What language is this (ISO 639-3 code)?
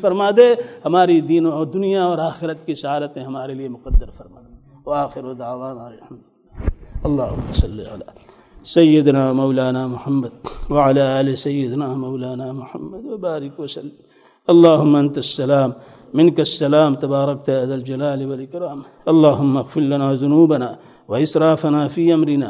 urd